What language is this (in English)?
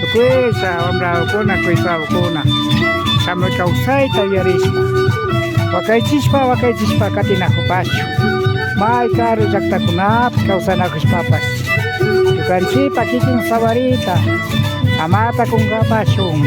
Imbabura Highland Quichua